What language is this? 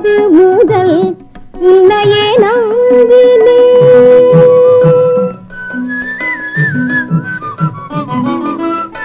Tamil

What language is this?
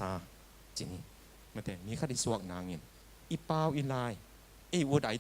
Tedim Chin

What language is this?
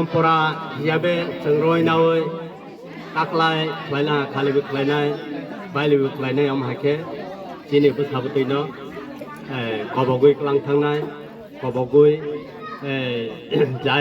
Kok Borok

